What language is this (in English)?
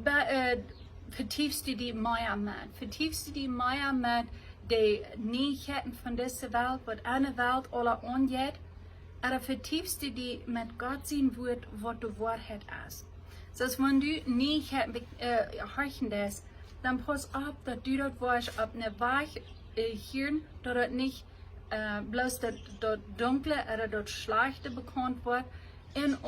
Plautdietsch